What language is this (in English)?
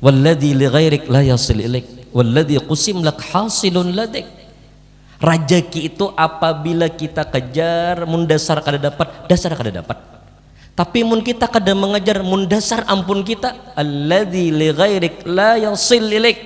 Banjar